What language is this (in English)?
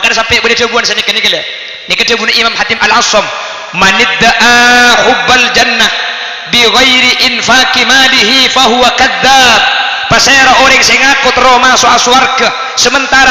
Madurese